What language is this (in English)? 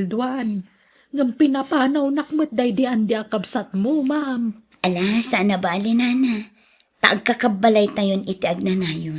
Iloko